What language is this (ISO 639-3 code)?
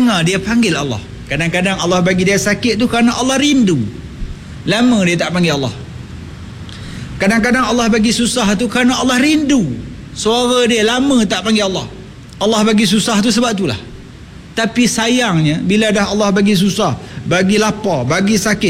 msa